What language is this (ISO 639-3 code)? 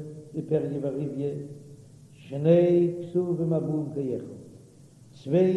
yid